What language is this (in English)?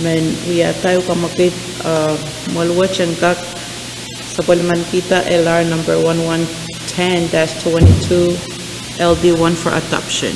Pohnpeian